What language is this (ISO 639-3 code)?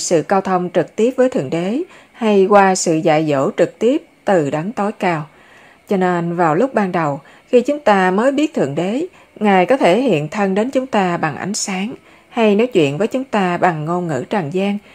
vie